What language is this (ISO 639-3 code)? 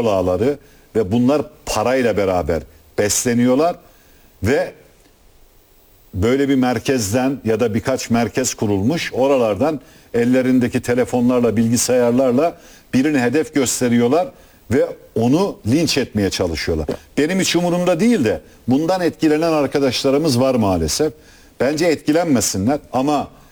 tur